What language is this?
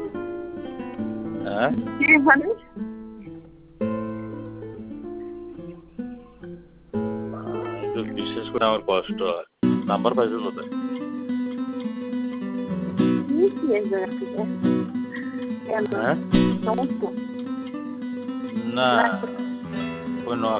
Bangla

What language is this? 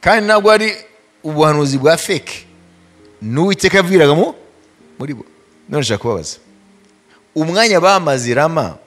Kinyarwanda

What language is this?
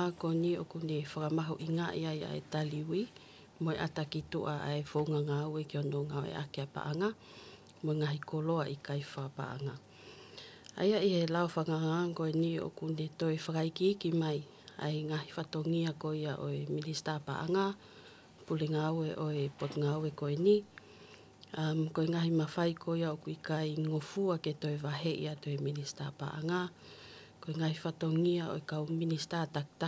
Tongan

